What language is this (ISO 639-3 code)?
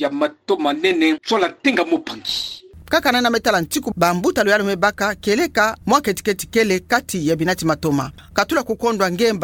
ktu